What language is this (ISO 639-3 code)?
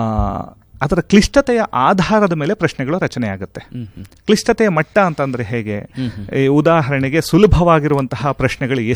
kan